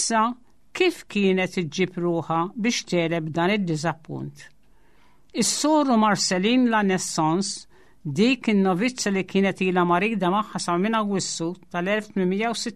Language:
Maltese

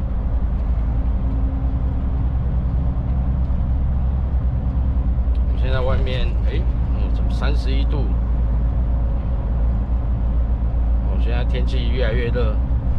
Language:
Chinese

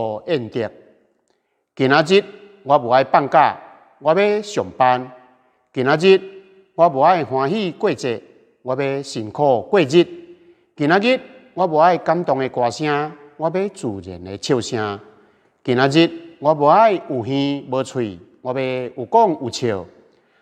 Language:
Min Nan Chinese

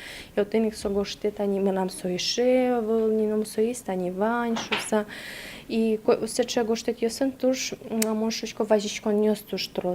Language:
Udmurt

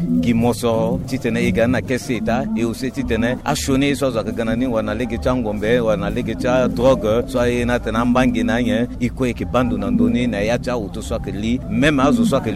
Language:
Sango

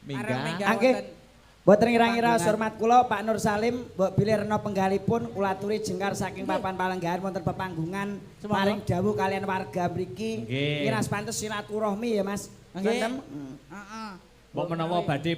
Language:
Javanese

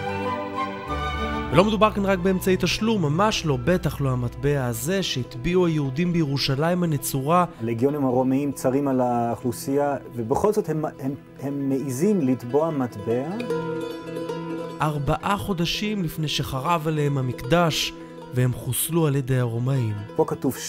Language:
Hebrew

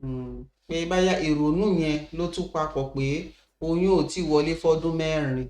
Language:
Yoruba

